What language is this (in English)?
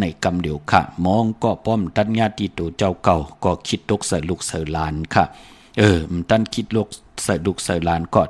Shan